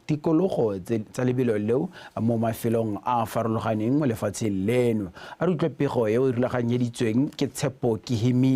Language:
Tswana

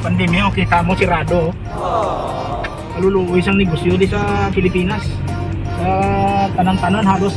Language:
Hiligaynon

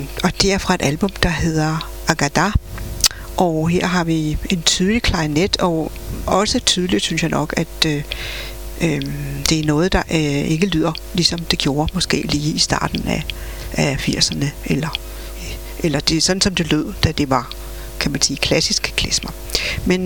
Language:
Danish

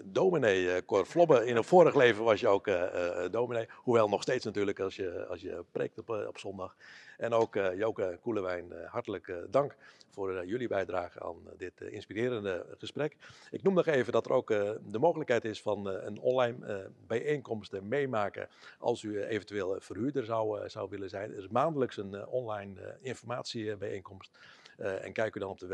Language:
Dutch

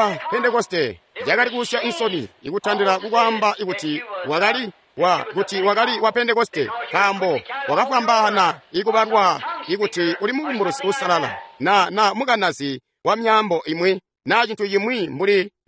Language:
Tonga (Zambia)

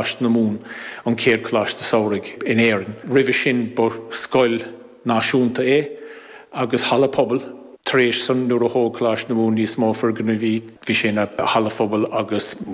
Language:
Irish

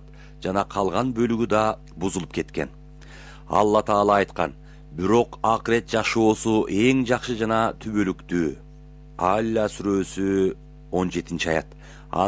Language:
Kyrgyz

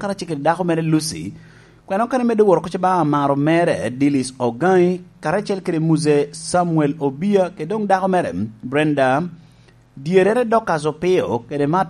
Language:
Lango (Uganda)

